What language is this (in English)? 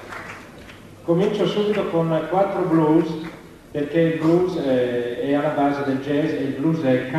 Italian